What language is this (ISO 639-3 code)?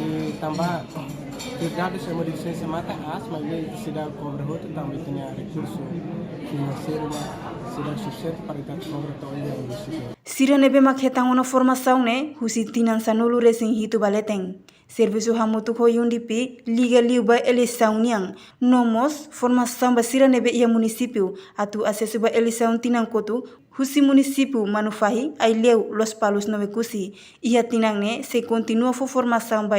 tet